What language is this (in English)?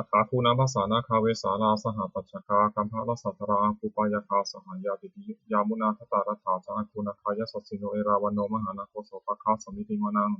Pali